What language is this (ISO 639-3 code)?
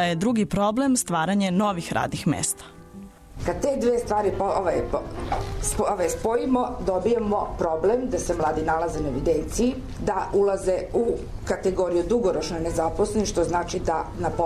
srp